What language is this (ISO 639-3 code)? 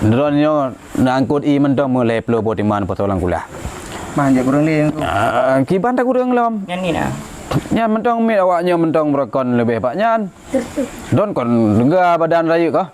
ace